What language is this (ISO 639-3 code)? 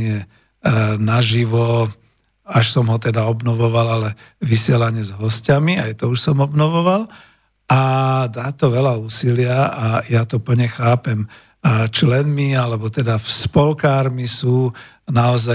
slk